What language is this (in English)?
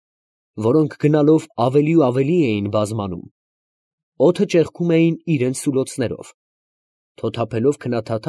Armenian